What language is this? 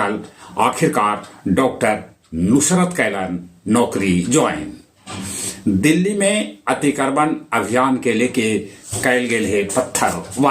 Magahi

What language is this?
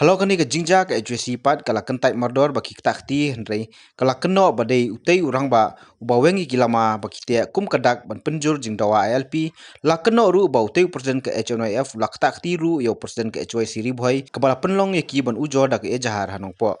Khasi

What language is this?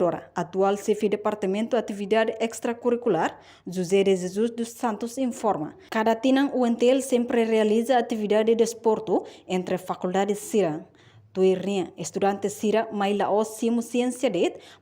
Tetum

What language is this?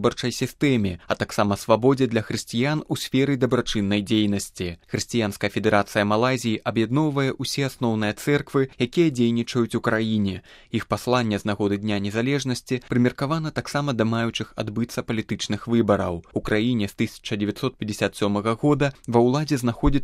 Belarusian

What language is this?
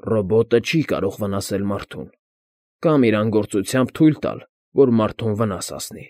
Armenian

